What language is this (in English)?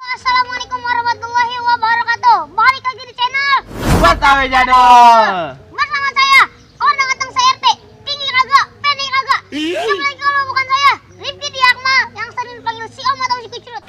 Betawi